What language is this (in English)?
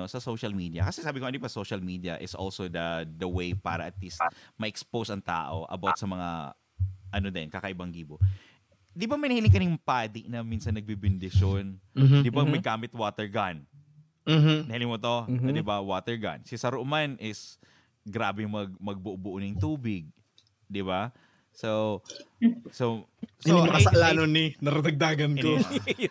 Bikol